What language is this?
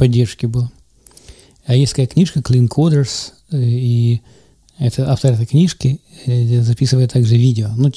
Russian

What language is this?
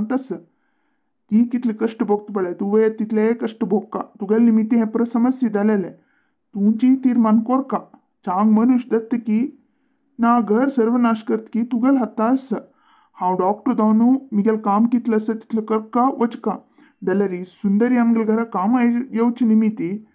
Konkani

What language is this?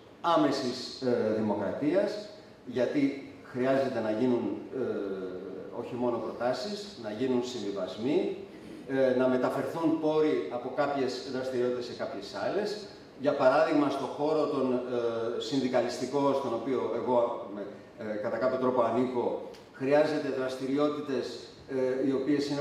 Greek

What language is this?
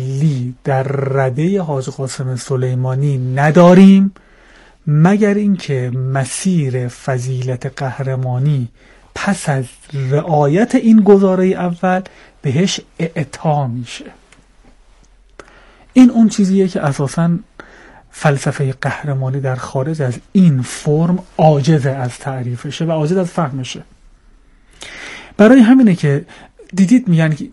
Persian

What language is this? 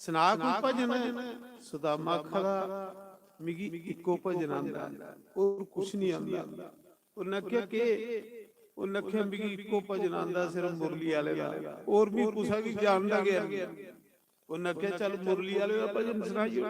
Dogri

